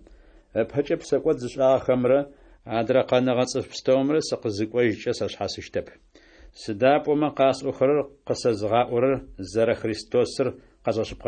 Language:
Adyghe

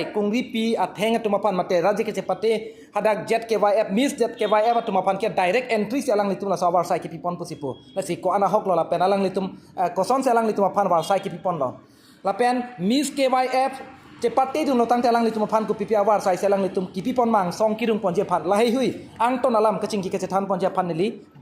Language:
Karbi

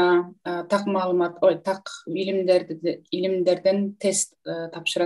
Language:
Kyrgyz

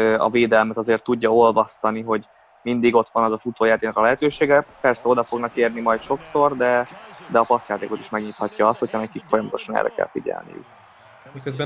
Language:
Hungarian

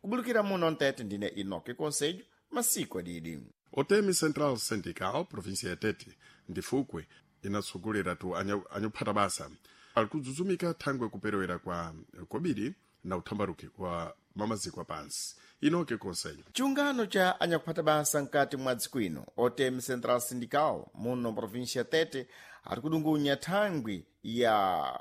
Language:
Sena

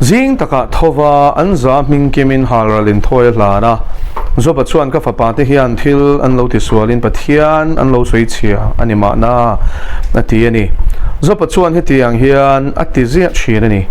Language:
Mizo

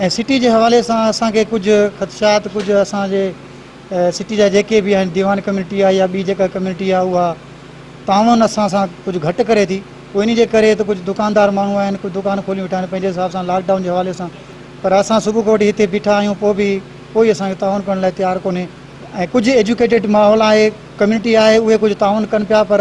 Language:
Sindhi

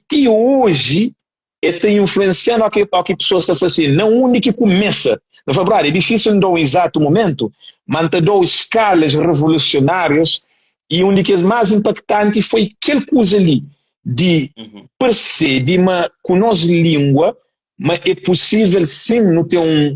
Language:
Kabuverdianu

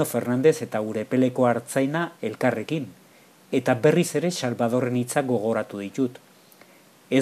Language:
Basque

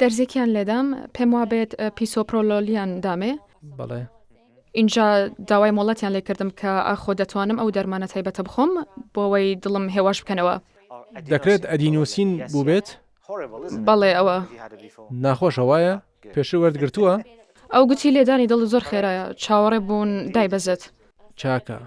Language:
Central Kurdish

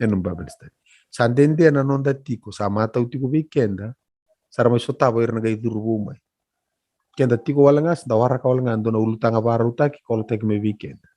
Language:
Fijian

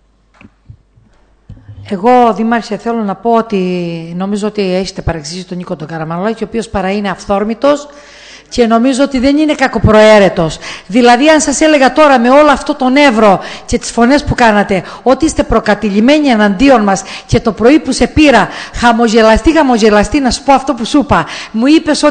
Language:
Greek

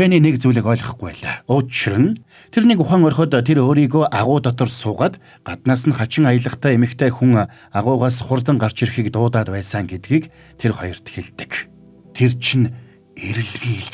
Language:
Mongolian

